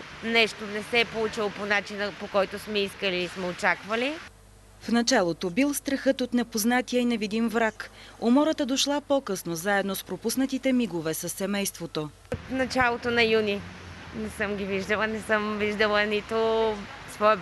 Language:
Bulgarian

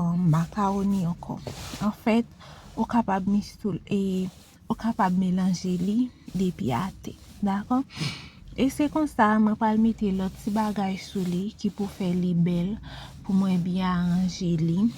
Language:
Haitian Creole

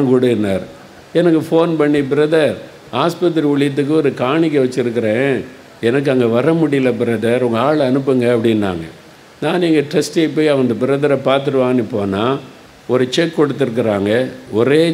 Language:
Tamil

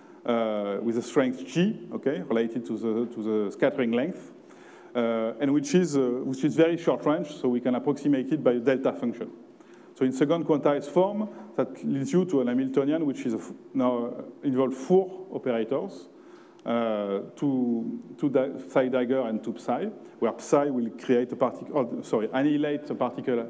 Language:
English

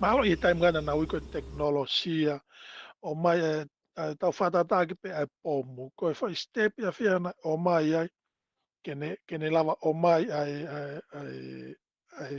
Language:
Tongan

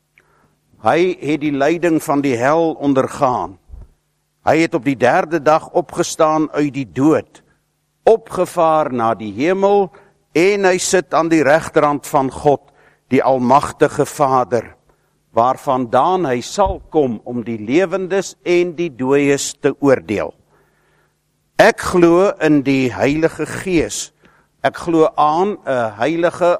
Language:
Afrikaans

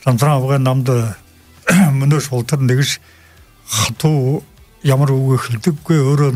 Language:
Buriat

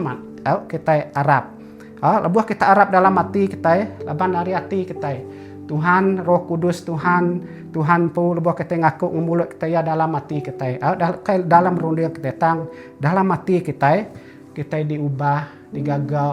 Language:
Iban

